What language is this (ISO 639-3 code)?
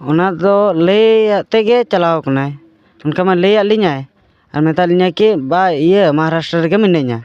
sat